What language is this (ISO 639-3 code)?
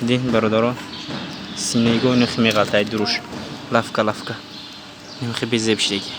tgk